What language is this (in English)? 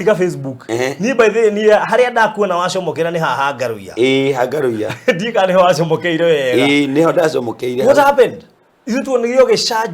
Kikuyu